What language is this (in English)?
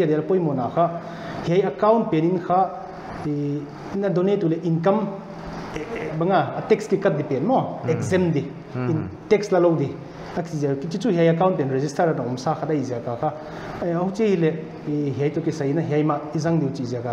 Paite Chin